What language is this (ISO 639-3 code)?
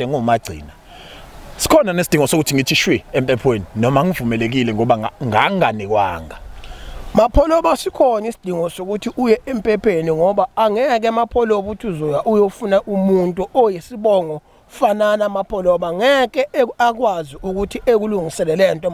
zul